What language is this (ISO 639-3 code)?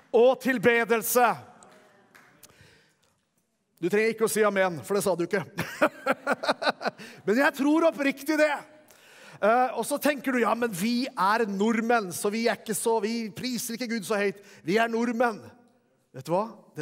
nor